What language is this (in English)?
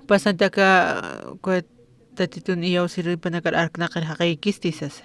Aymara